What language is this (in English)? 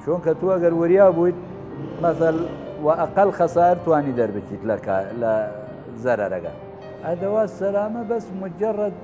Southern Kurdish